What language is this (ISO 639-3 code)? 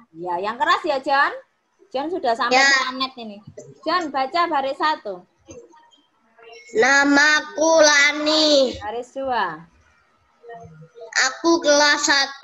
ind